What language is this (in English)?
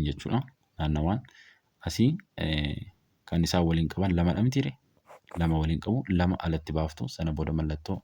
Oromo